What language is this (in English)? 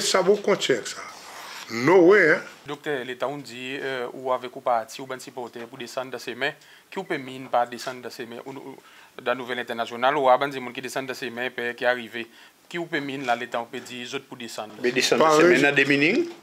Seselwa Creole French